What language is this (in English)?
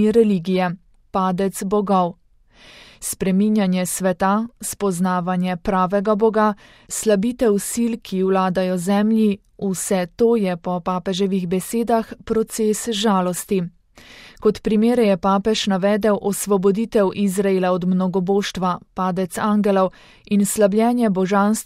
Slovenian